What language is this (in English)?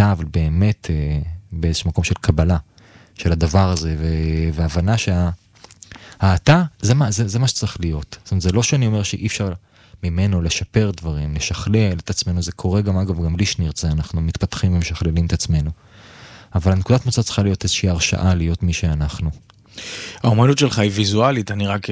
Hebrew